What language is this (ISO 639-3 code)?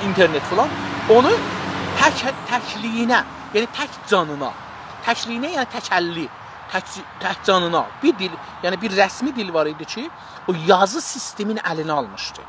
azb